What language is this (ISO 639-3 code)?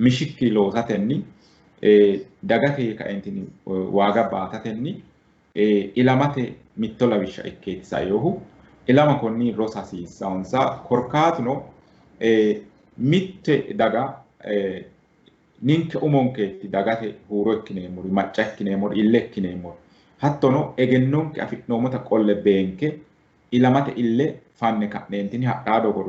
sid